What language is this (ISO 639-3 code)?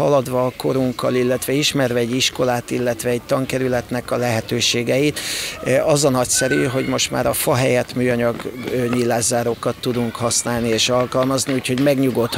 hun